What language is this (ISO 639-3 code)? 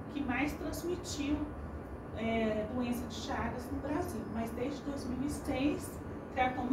por